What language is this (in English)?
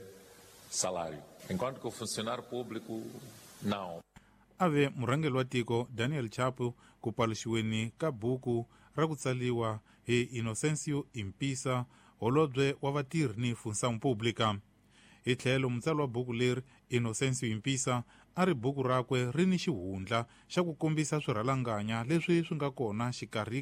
Tsonga